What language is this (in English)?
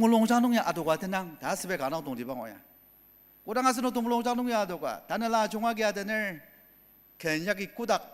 Ao Naga